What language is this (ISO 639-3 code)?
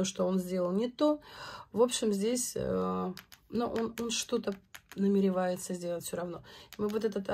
rus